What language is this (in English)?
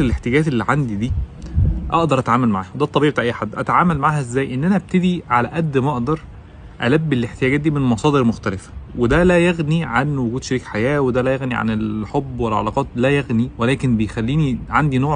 Egyptian Arabic